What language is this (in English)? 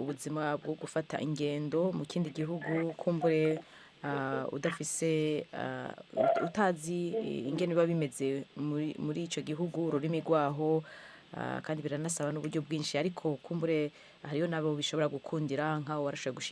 Rundi